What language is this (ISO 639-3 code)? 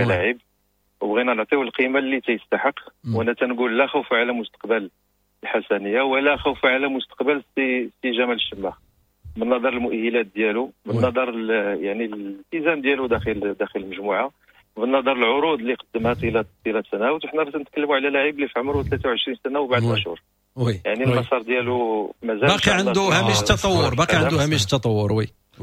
ary